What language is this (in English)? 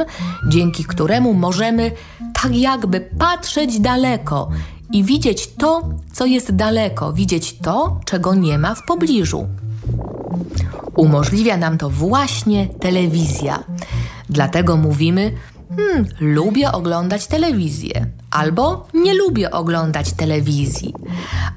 Polish